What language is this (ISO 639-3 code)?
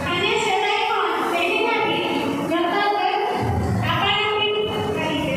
sat